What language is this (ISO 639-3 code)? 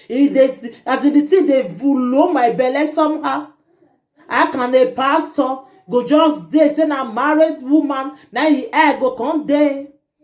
pcm